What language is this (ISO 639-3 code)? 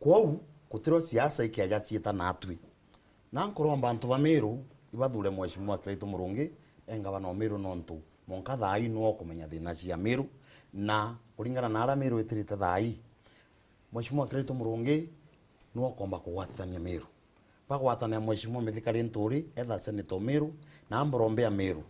mer